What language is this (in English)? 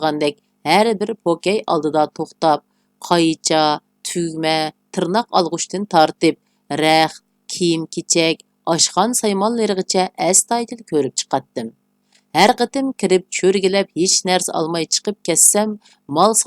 Uyghur